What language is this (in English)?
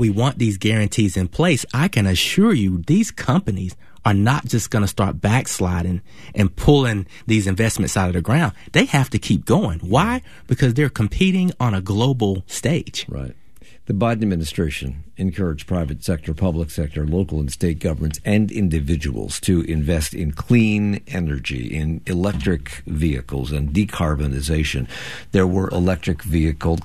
English